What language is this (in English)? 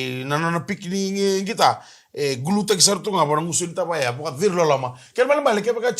Fijian